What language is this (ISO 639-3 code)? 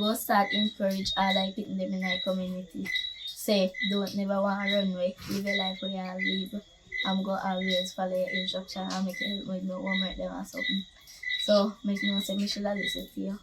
jam